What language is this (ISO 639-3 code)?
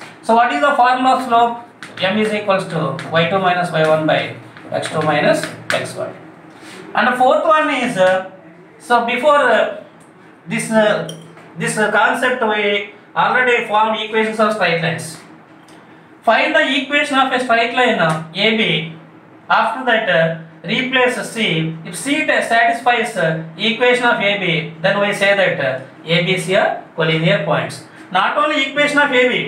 eng